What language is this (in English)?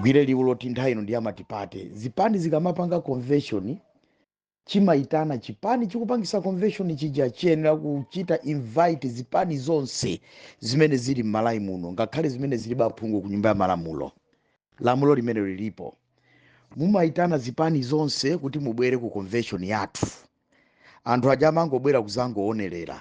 Nyanja